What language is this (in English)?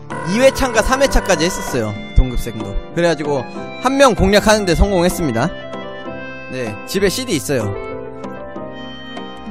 Korean